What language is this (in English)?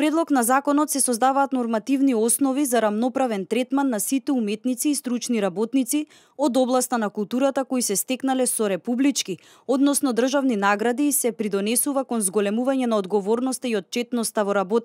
Macedonian